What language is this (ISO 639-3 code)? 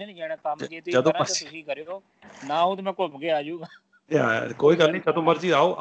pan